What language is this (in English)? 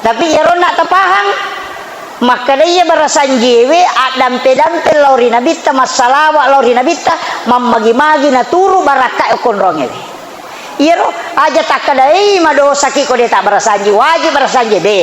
Buginese